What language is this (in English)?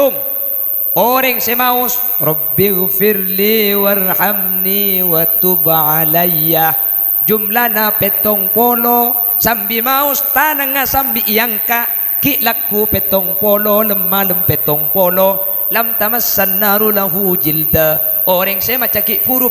Madurese